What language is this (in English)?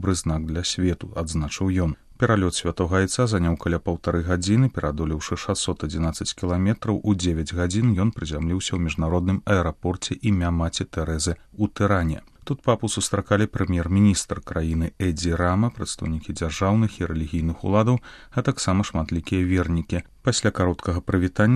Belarusian